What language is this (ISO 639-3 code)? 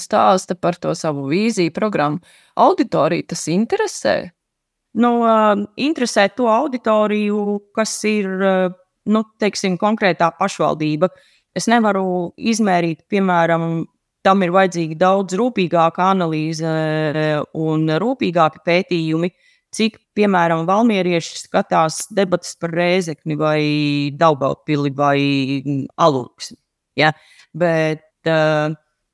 lav